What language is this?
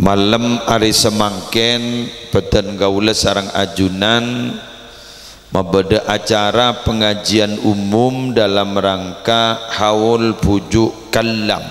Madurese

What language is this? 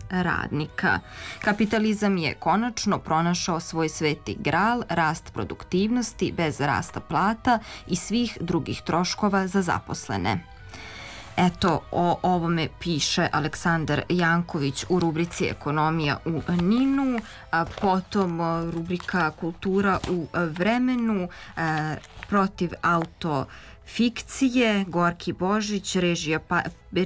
Serbian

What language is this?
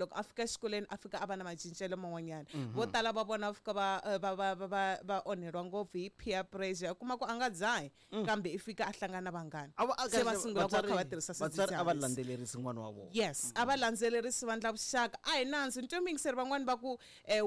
Tsonga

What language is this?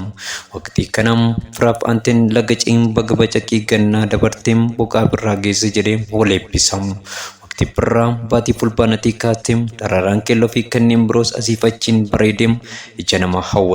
Oromo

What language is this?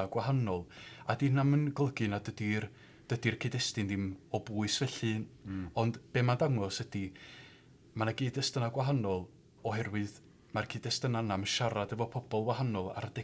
Welsh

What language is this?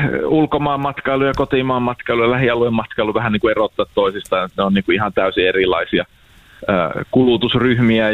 Finnish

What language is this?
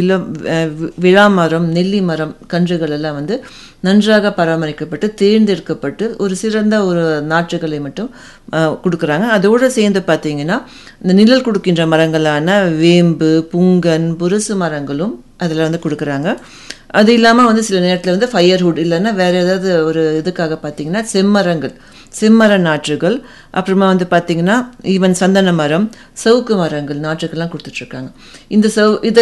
Tamil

